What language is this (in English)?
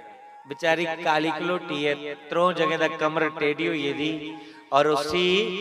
Dogri